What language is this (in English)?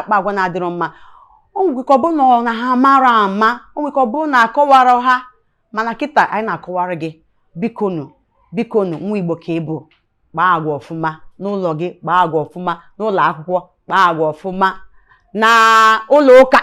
Igbo